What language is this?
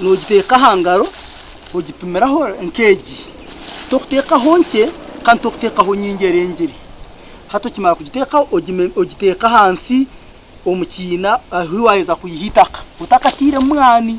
Nyankole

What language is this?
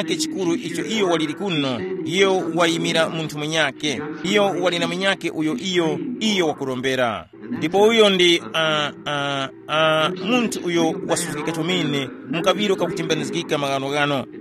Tumbuka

